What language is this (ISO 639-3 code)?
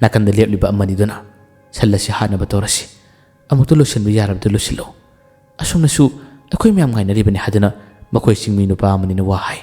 mni